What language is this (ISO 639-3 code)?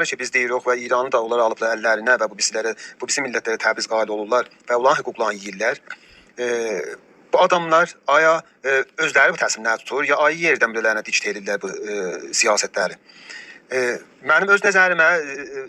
azb